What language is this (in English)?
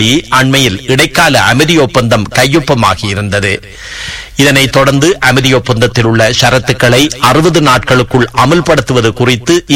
Tamil